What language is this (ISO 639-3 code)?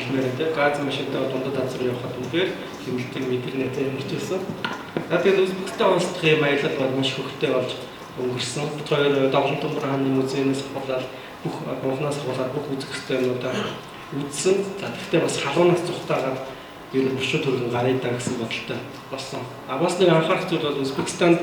mon